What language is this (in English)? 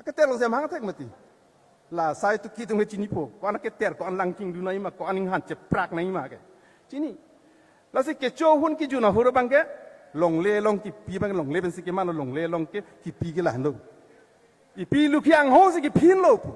Karbi